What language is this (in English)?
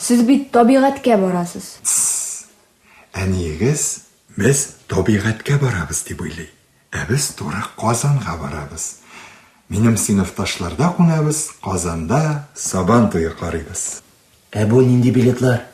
Tatar